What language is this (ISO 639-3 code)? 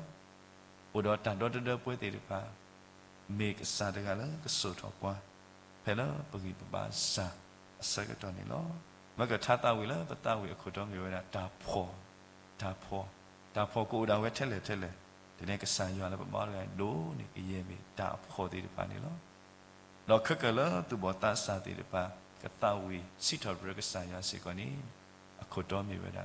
ksw